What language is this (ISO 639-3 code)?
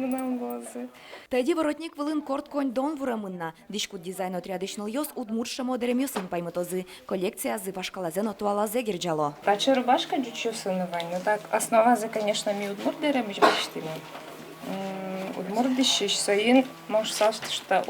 udm